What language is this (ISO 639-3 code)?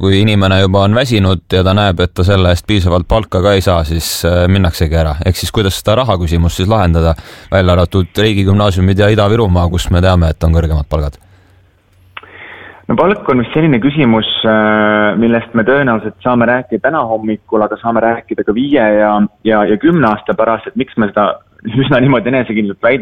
est